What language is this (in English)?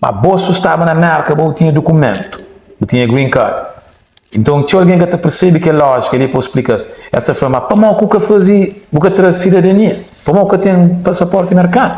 Kabuverdianu